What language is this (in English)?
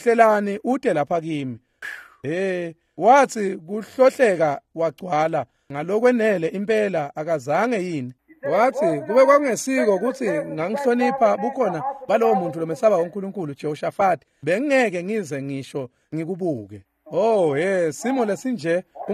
Swati